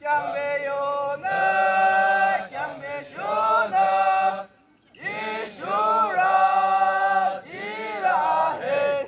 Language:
Yimchungru Naga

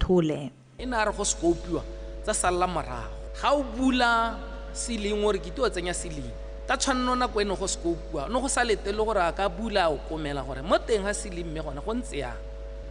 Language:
Tswana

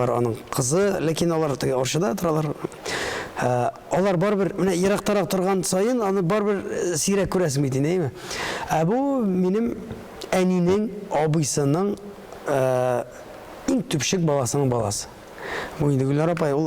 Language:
Tatar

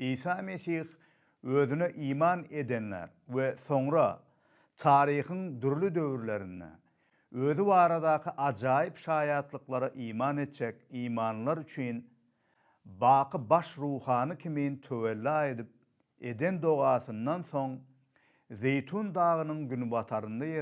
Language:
Turkmen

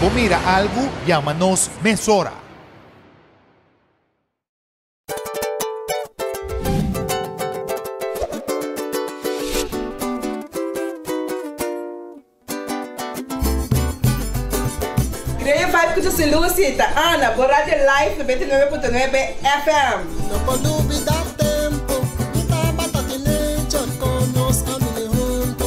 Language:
Papiamento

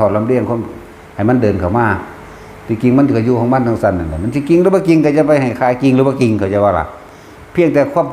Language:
Northeastern Thai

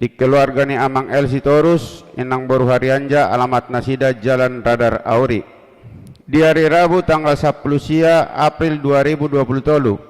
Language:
Batak Toba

